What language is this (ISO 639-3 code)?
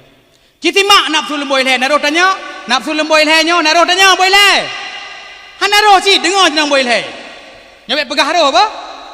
ace